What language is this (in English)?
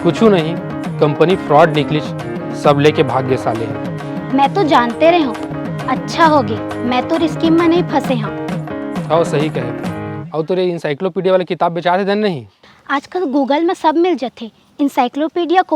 Chhattisgarhi